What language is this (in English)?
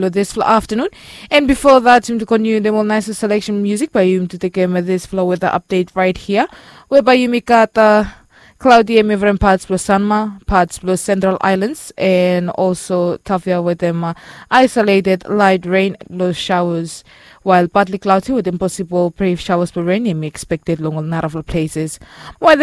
Bislama